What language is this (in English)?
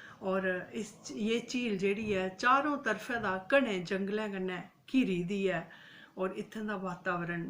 Dogri